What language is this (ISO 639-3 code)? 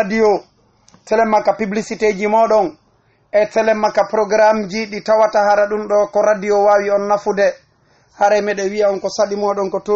ful